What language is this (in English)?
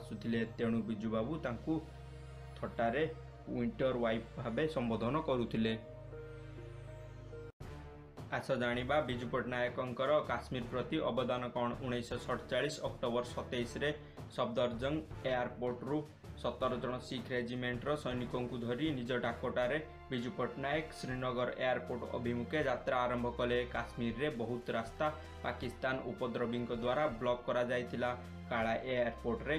Odia